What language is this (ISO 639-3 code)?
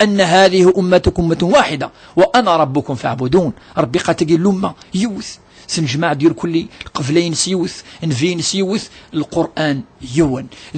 kab